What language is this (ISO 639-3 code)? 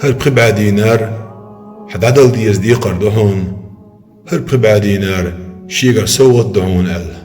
che